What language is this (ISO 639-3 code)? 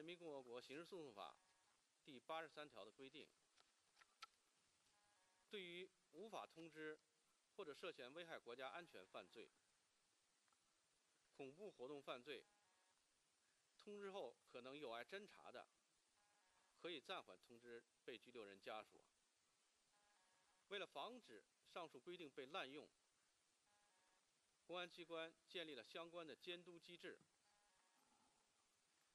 zho